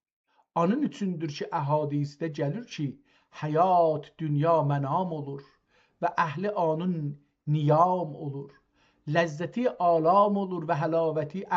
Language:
South Azerbaijani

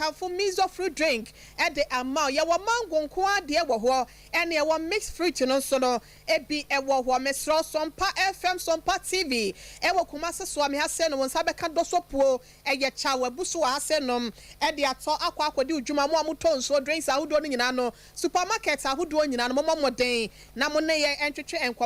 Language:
Akan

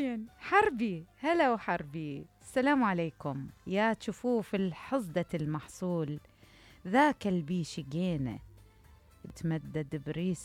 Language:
Mesopotamian Arabic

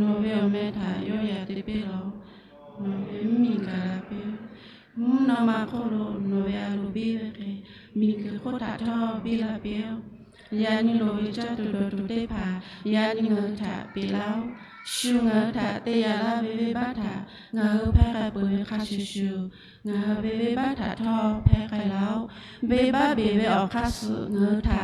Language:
Lahu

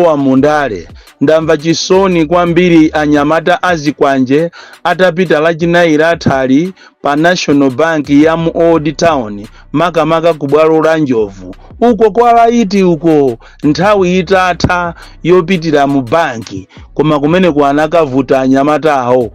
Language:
Nyanja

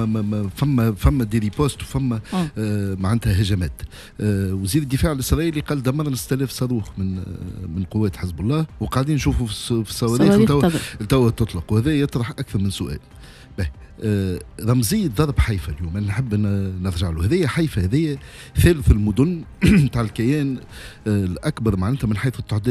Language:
Tunisian Arabic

